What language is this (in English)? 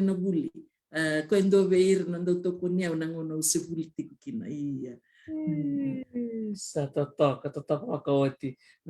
Fijian